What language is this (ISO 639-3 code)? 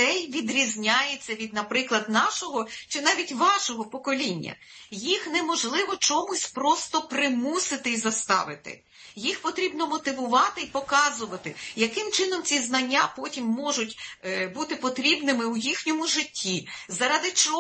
ukr